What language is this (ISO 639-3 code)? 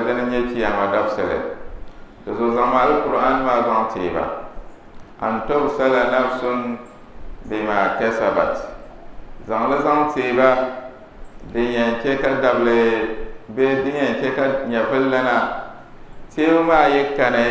dag